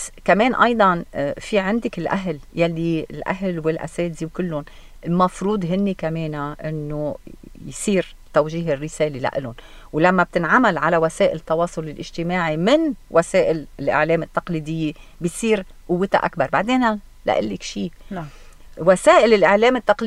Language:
North Levantine Arabic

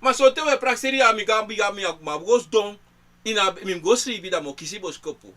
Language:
Sranan Tongo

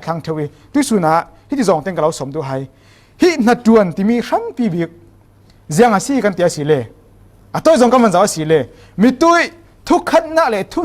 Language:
Falam Chin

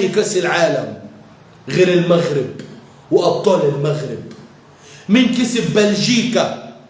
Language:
Egyptian Arabic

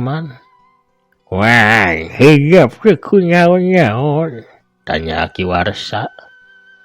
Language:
Sundanese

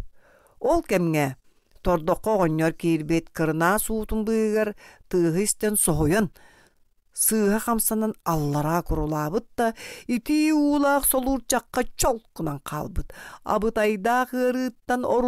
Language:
Yakut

